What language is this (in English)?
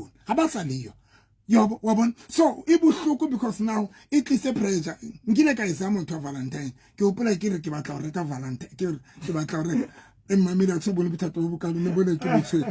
Southern Sotho